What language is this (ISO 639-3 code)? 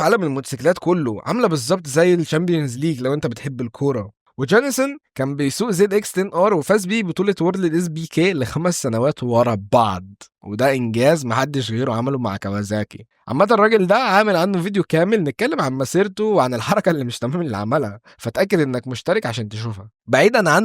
arz